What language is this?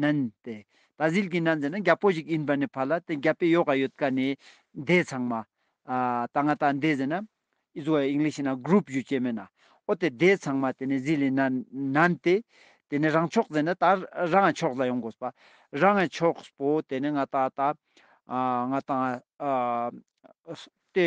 Ladakhi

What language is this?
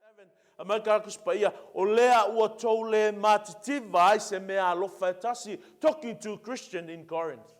Samoan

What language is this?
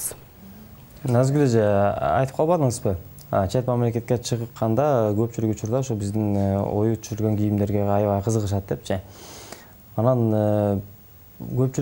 Kyrgyz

